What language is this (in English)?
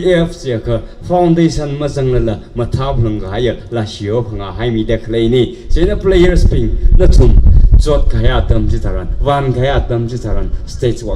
Tangkhul Naga (India)